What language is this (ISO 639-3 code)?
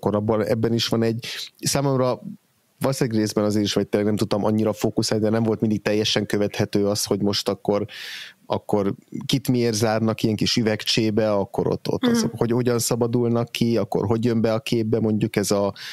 hun